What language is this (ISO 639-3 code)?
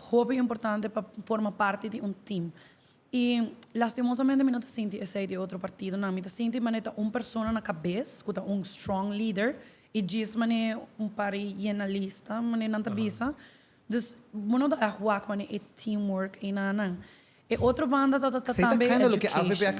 pap